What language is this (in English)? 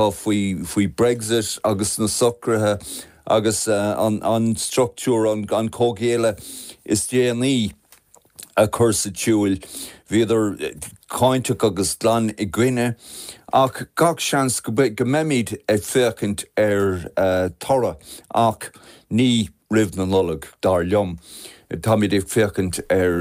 Irish